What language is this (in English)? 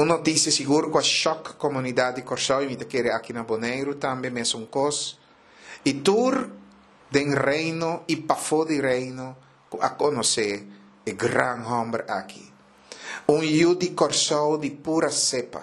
Papiamento